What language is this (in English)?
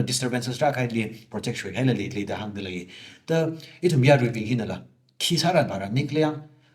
Tangkhul Naga (India)